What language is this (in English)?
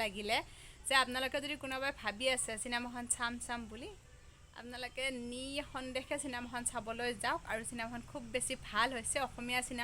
Assamese